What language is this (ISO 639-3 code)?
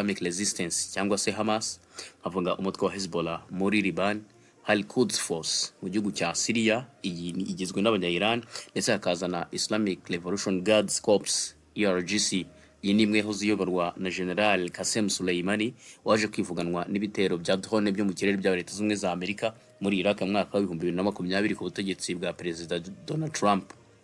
kin